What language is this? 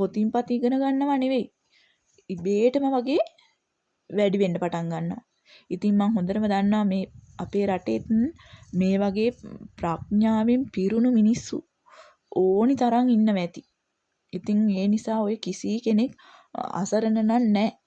Sinhala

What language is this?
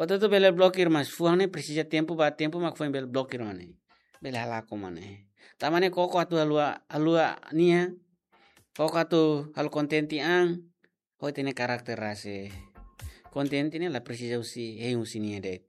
Tetum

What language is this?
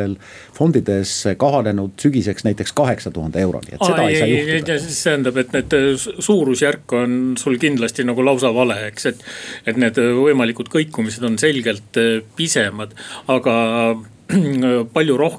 Estonian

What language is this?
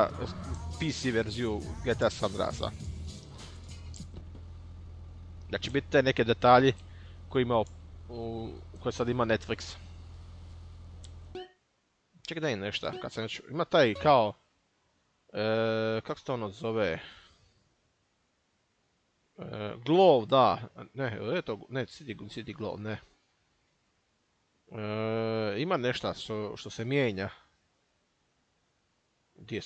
Croatian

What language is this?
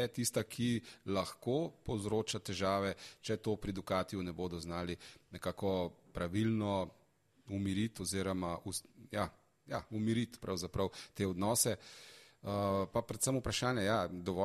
Slovenian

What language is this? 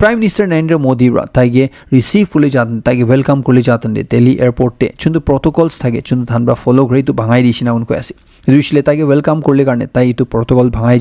Naga Pidgin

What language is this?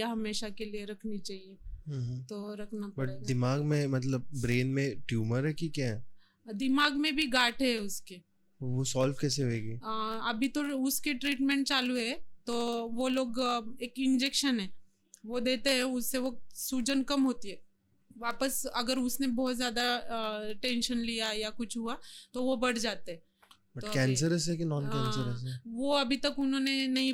Hindi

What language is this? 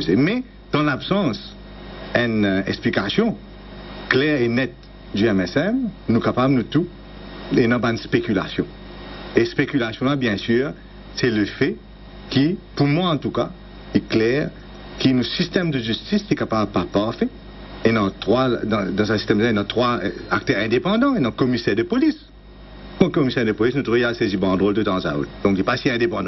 Morisyen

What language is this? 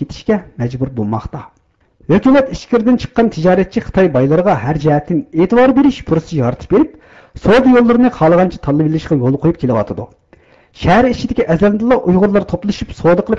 Uyghur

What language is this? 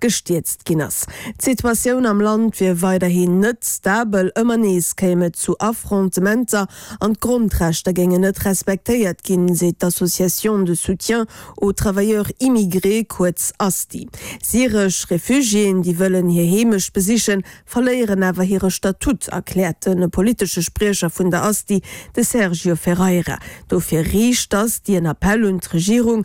Luxembourgish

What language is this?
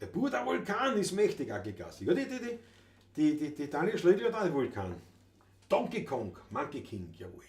Bavarian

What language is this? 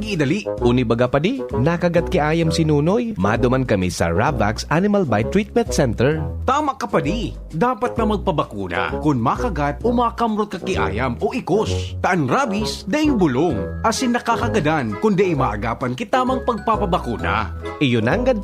Bikol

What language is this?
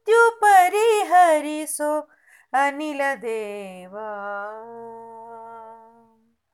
Kannada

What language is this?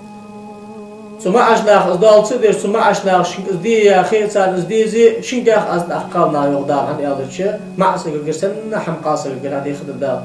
Ingush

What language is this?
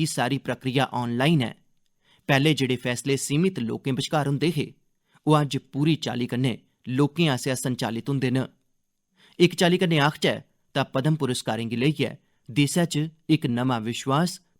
Dogri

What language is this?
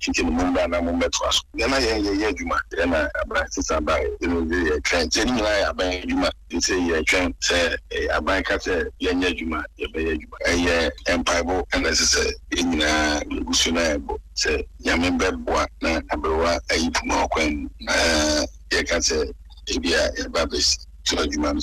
Akan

